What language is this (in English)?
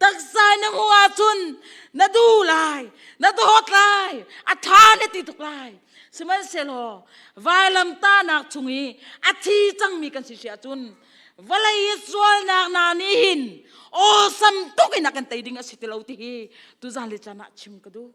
Hakha Chin